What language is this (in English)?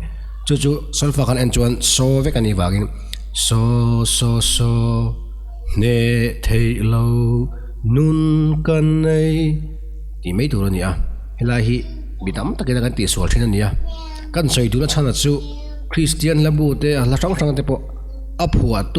Mizo